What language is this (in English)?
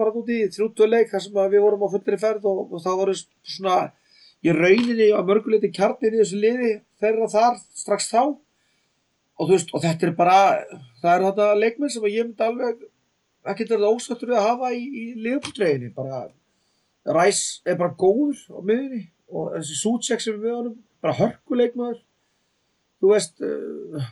Icelandic